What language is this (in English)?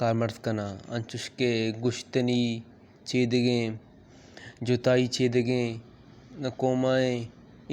Baluchi